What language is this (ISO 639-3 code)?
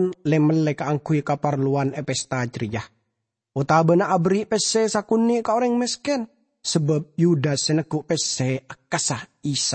mad